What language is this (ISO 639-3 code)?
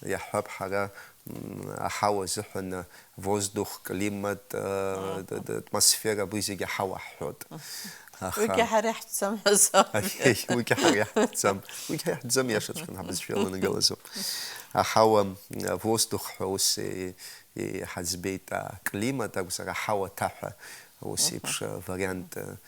abk